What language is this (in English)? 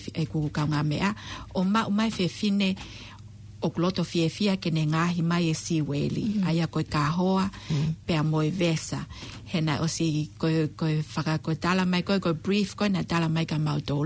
Tongan